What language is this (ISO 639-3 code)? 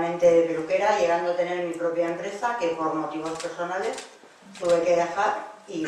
spa